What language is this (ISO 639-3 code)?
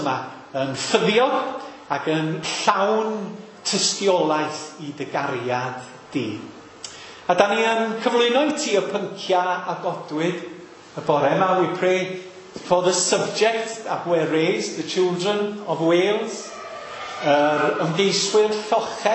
cym